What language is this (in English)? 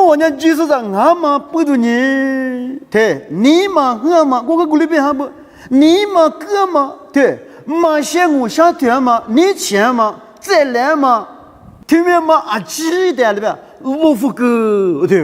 Lisu